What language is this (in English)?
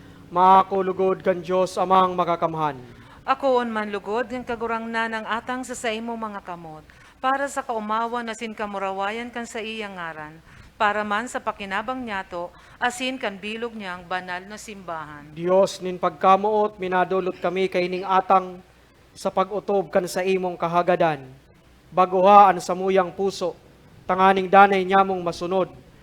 Bikol